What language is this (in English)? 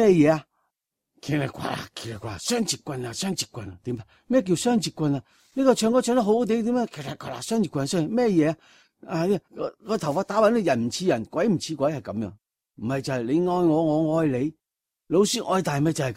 Cantonese